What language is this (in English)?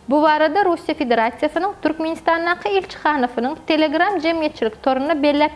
Turkmen